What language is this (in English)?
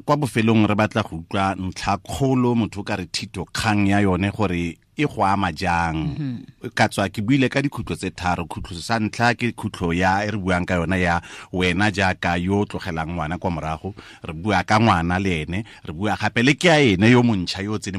Tswana